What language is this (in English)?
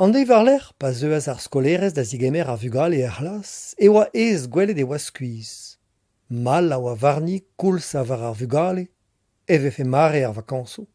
Breton